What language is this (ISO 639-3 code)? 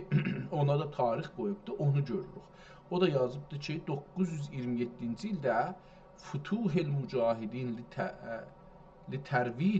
azb